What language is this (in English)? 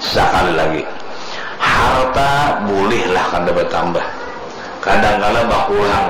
Banjar